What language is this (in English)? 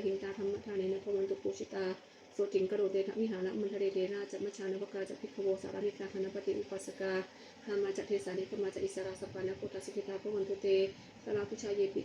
Pali